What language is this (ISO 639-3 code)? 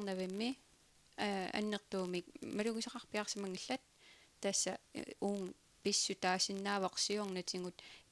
kal